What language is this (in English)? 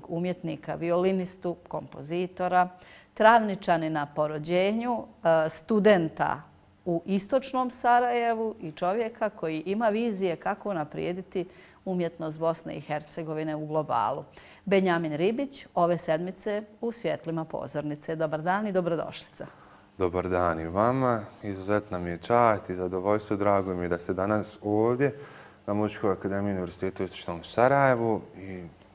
Bosnian